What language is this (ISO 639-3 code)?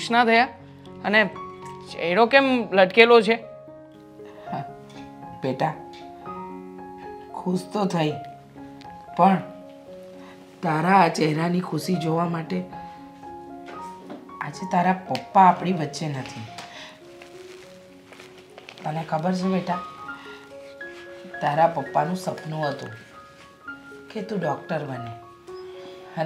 guj